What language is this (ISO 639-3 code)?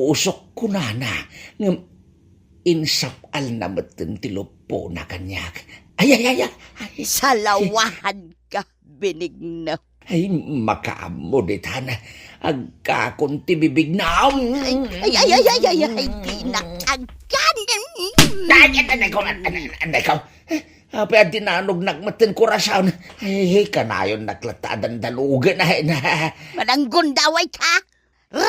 ilo